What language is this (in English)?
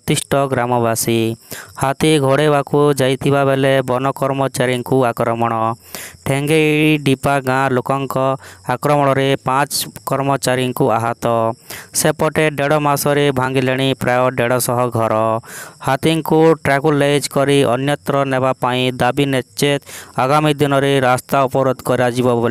Odia